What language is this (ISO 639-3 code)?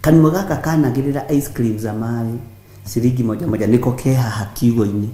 kik